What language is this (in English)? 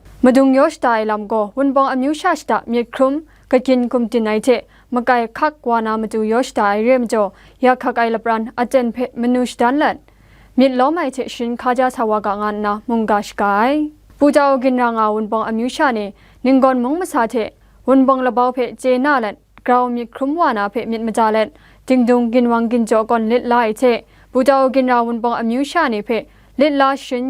Kachin